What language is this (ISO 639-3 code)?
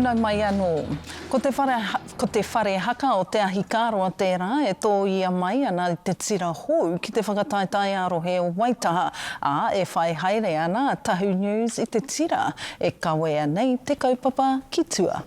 mri